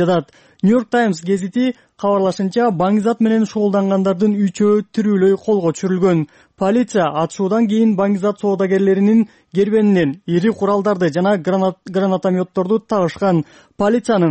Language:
Kyrgyz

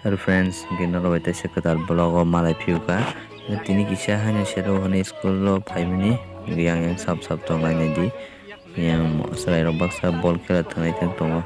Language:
Kok Borok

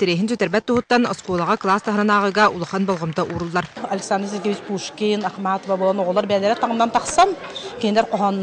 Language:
Yakut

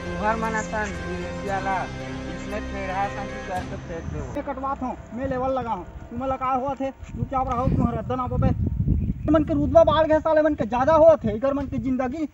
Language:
Chhattisgarhi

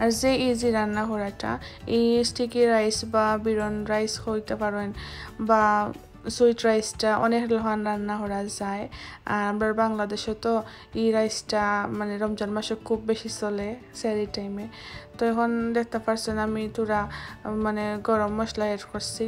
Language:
Sylheti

